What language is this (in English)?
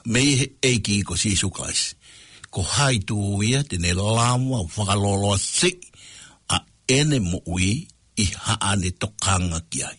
Tongan